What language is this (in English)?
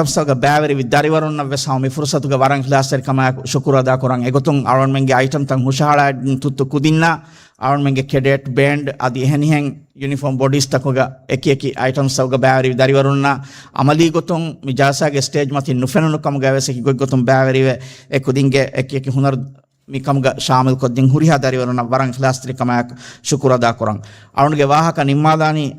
Divehi